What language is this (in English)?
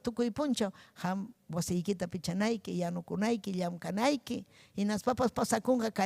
Ayacucho Quechua